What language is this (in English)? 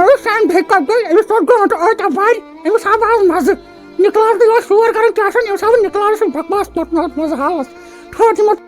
Kashmiri